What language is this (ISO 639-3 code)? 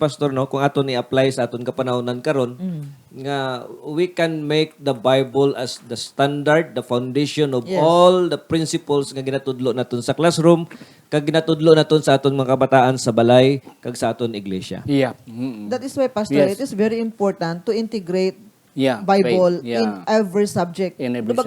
hil